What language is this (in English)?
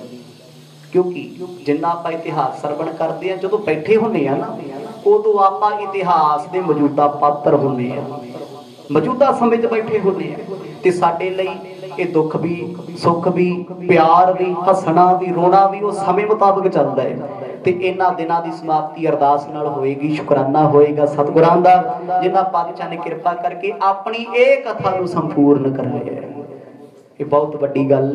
Punjabi